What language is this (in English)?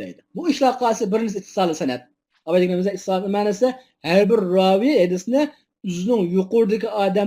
Uyghur